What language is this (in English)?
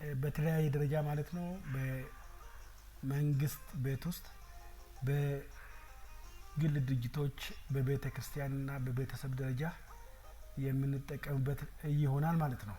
Amharic